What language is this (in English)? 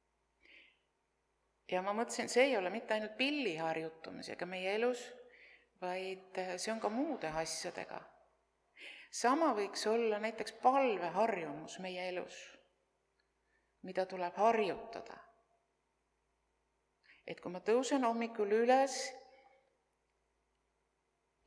Estonian